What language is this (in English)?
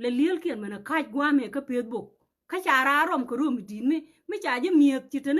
Nuer